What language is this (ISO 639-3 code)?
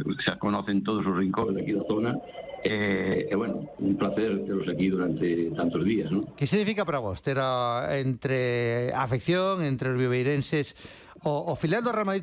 glg